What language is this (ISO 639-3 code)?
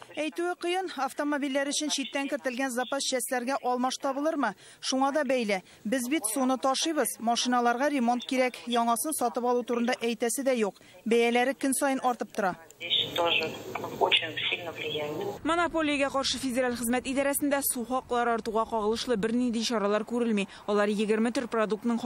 tat